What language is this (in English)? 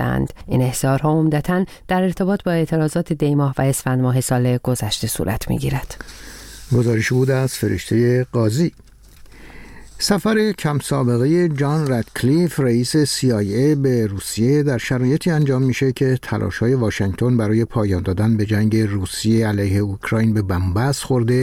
Persian